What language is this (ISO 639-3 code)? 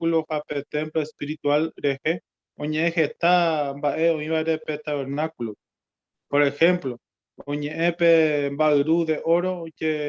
grn